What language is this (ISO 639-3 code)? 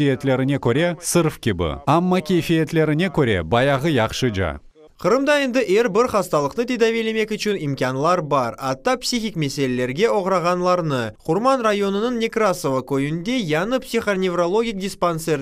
crh